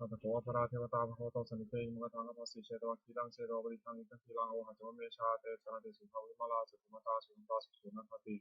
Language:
Pali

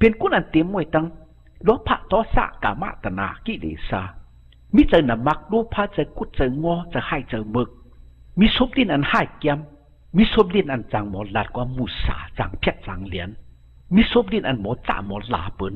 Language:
Shan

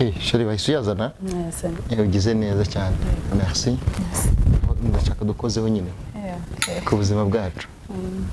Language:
Kinyarwanda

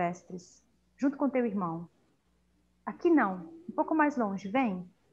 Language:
Portuguese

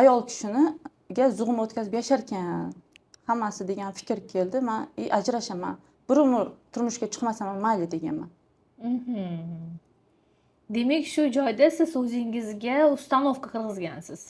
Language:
Uzbek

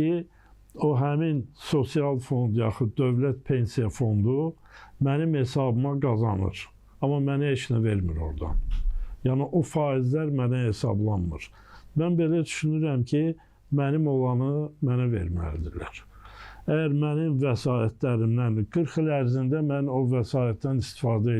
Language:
Azerbaijani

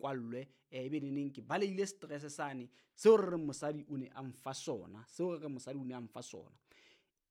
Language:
Southern Sotho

